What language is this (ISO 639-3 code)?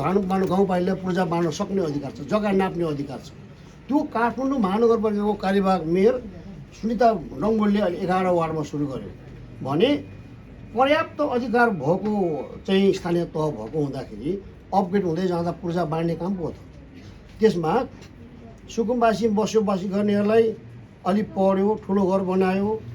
nep